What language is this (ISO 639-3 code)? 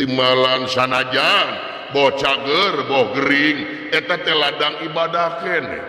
sun